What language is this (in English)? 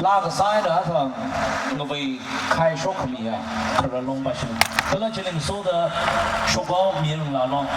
Tangkhul Naga (India)